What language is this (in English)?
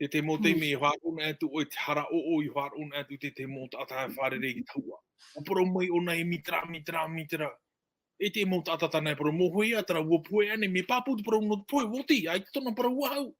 Tahitian